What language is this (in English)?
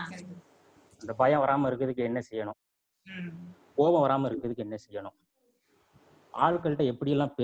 Tamil